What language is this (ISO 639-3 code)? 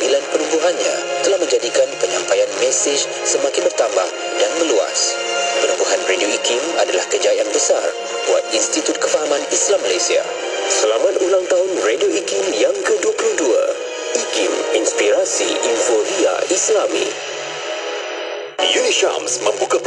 msa